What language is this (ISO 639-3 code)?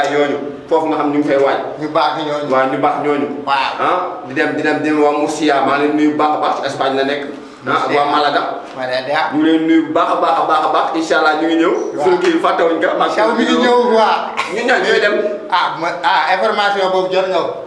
wol